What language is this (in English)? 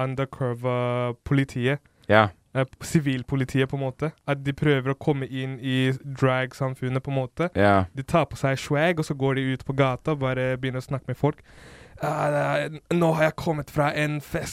Norwegian